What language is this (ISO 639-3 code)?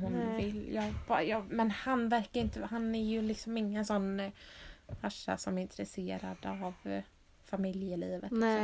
swe